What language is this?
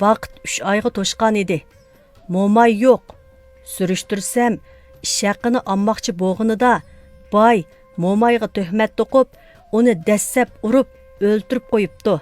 Uyghur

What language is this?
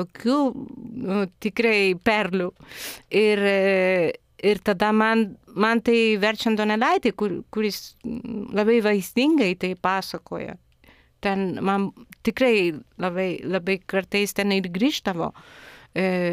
Lithuanian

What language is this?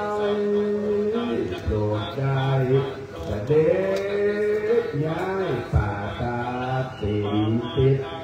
Thai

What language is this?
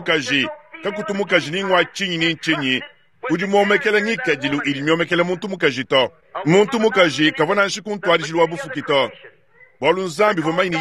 Luba-Lulua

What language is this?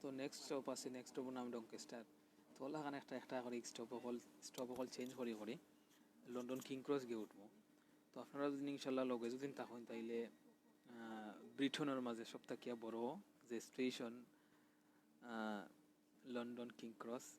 Sylheti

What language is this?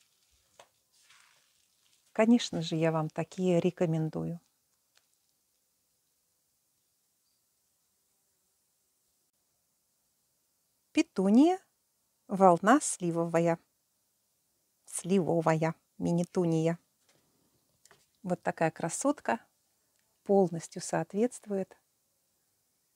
Russian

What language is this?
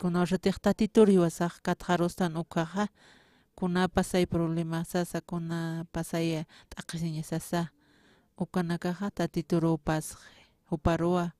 Aymara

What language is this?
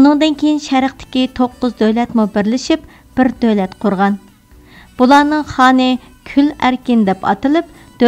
Uyghur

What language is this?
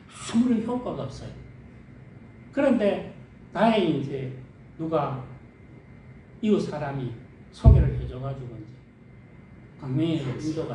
Korean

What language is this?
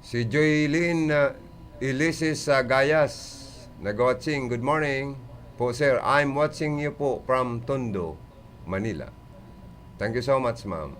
Bikol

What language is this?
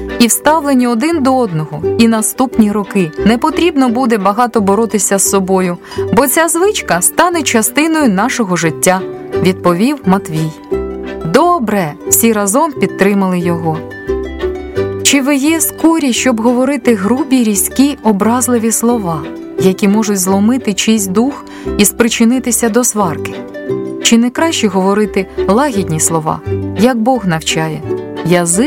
Ukrainian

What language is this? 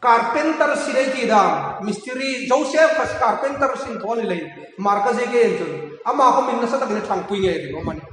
Hmar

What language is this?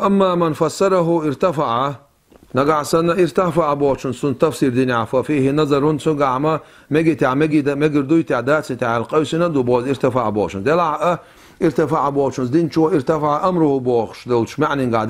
Chechen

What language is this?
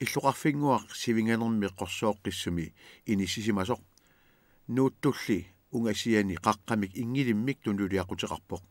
Kalaallisut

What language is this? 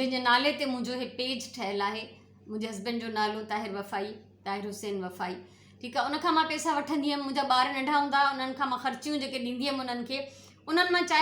Sindhi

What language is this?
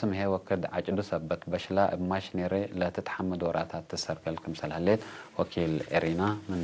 Tigre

